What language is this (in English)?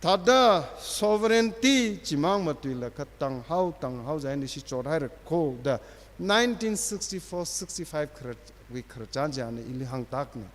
Tangkhul Naga (India)